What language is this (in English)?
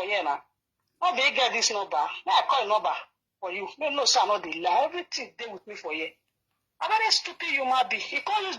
Nigerian Pidgin